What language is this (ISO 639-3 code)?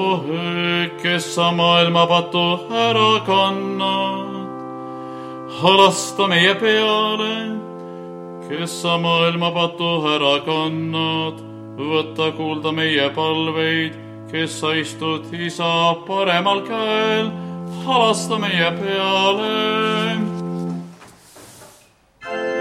est